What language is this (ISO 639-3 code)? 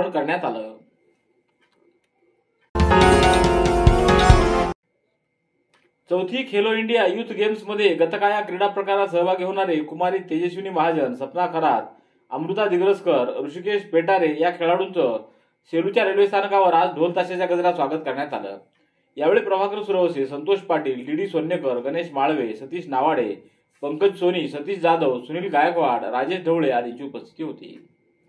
mar